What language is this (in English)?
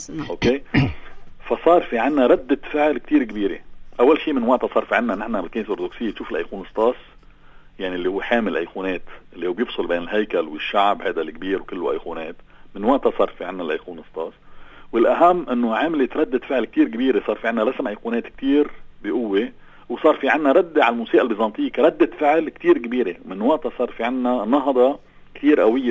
North Levantine Arabic